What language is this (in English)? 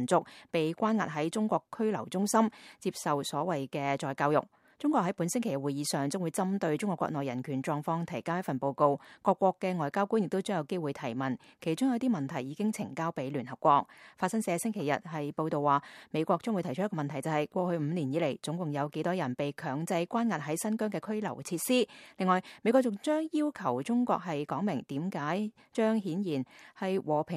Cantonese